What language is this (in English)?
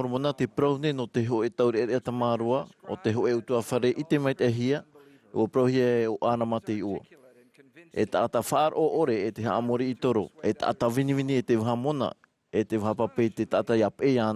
Tahitian